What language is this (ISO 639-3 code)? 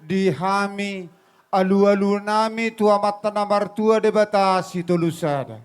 bbc